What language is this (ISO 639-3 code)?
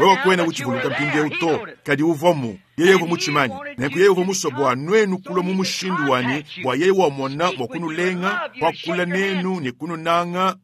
lua